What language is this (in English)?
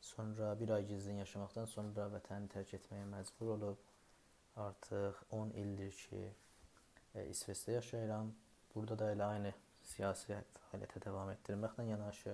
South Azerbaijani